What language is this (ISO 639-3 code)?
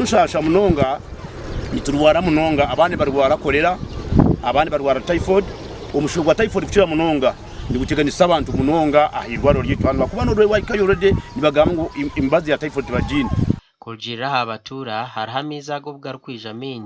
nyn